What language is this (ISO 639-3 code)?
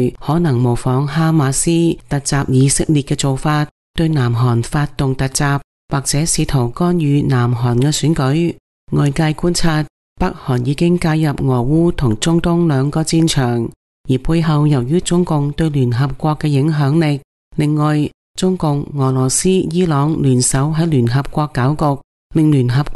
yue